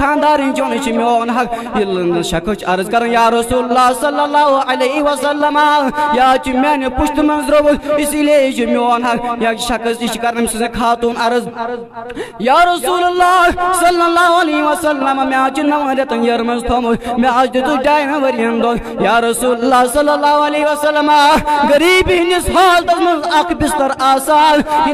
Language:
Kashmiri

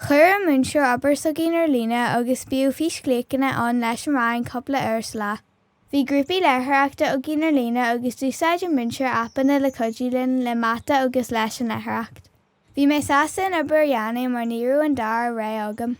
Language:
Irish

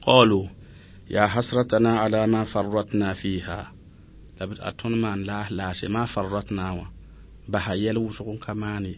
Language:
Mossi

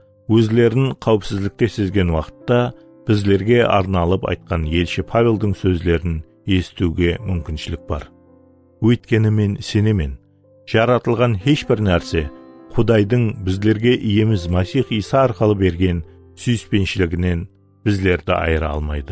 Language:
Kara-Kalpak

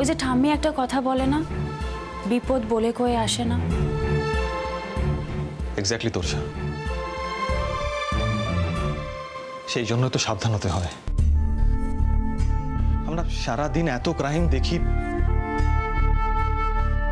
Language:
Bangla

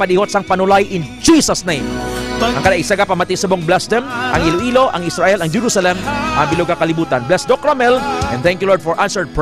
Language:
Hiligaynon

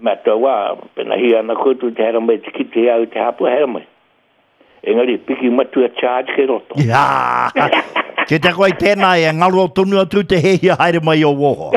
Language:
Māori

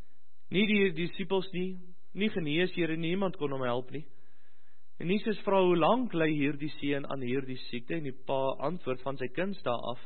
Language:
Afrikaans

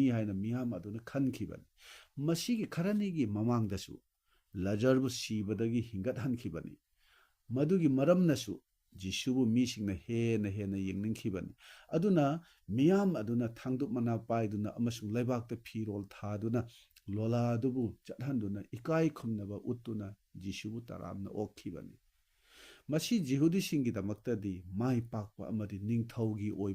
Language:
Manipuri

